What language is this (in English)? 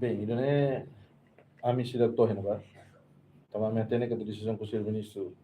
Tetum